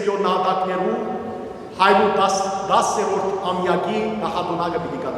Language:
Western Armenian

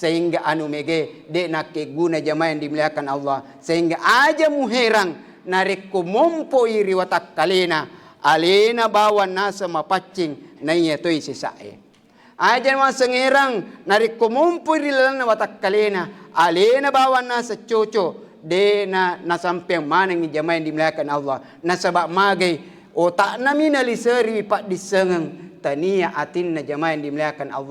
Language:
Buginese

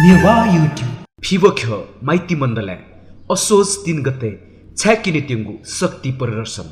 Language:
Newari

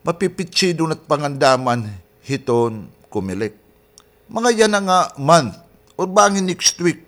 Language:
Waray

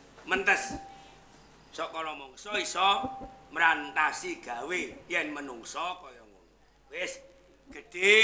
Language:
Javanese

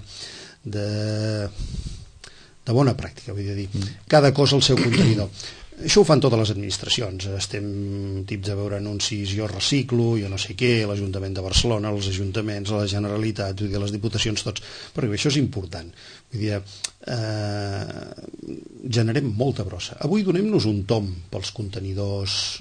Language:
Catalan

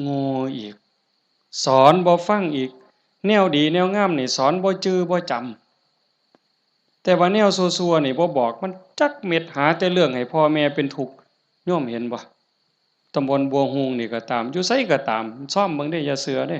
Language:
Northeastern Thai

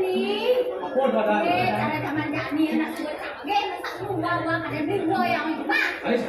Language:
Balinese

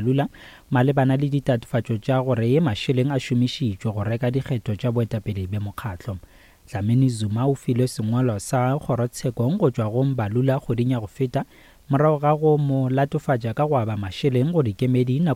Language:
Northern Sotho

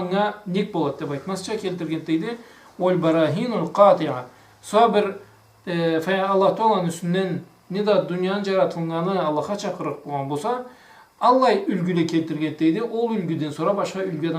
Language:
Karachay-Balkar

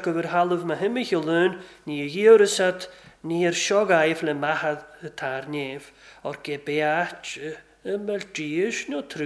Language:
Welsh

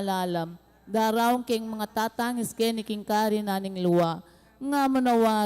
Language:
Pampanga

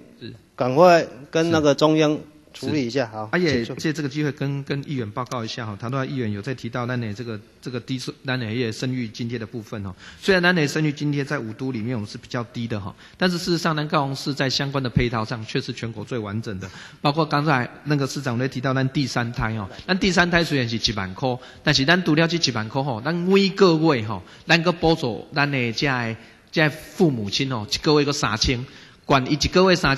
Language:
Chinese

